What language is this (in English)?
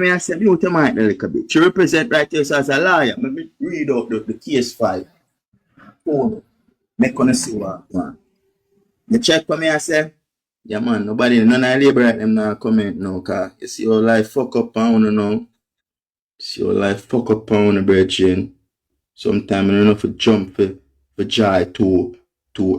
Jamaican Creole English